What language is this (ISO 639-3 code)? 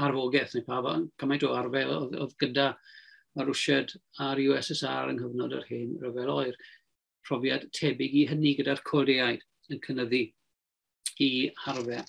cym